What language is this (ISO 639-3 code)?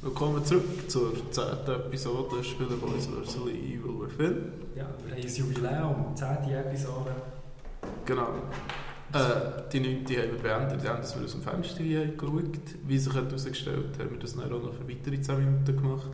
gsw